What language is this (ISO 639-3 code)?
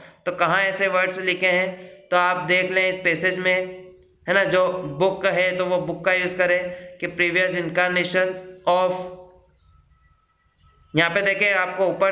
hin